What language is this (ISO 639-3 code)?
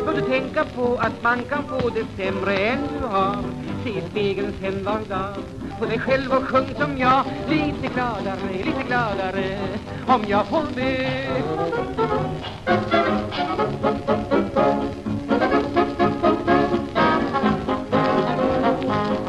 swe